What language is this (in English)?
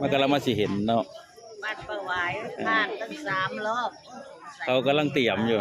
Northeastern Thai